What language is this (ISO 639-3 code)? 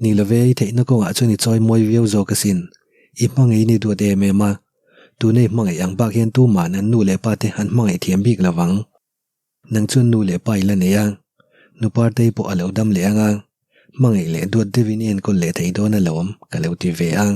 lus